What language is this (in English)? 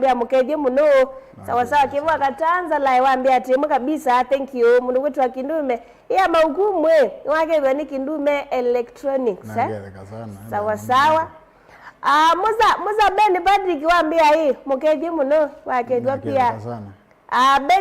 Kamba